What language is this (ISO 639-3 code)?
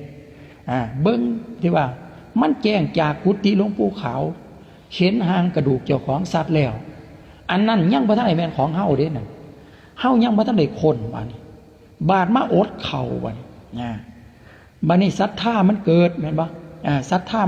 lao